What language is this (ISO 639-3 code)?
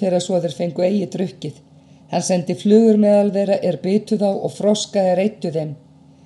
isl